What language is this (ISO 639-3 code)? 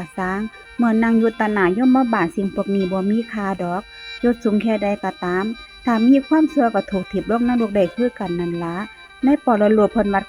tts